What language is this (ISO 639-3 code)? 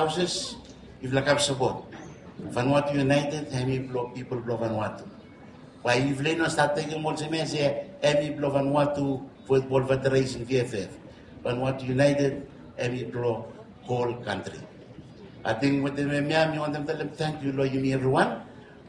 bis